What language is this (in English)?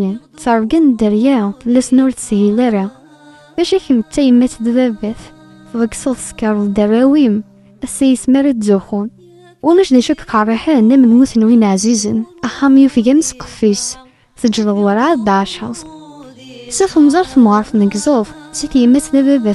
Kabyle